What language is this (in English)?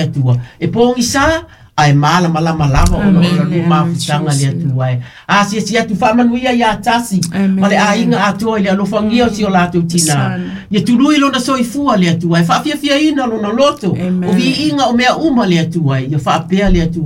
Samoan